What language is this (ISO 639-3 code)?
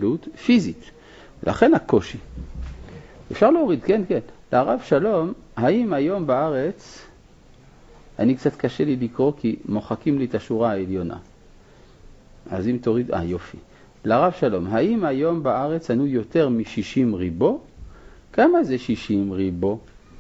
heb